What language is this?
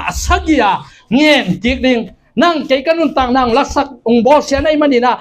Tedim Chin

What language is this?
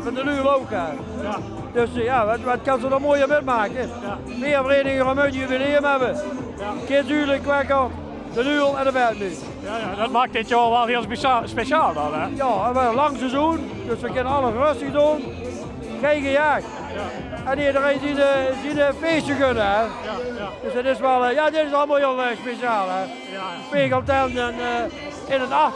Limburgish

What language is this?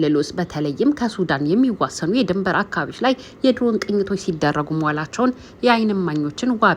Amharic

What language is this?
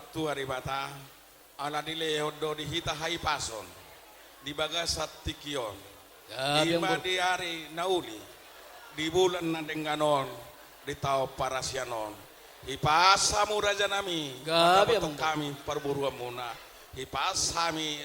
Batak Toba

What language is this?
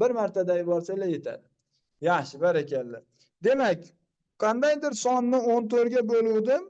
Uzbek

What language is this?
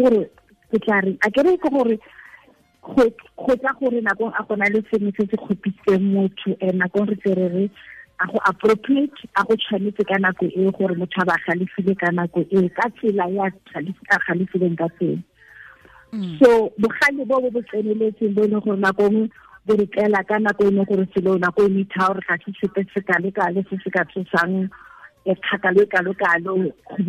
Tswana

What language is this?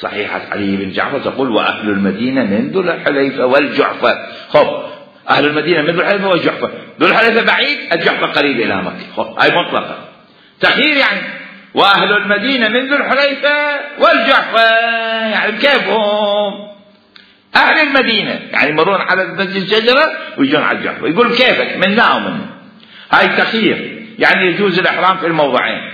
Mesopotamian Arabic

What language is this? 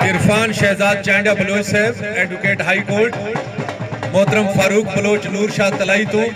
Saraiki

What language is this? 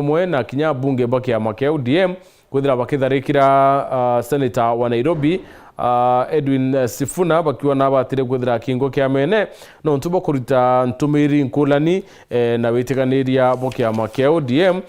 Meru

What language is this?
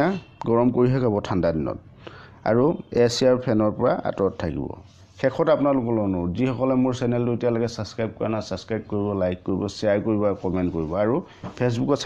Assamese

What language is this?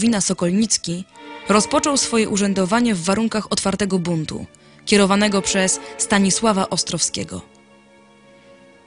Polish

